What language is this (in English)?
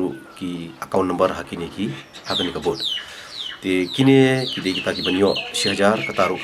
Khasi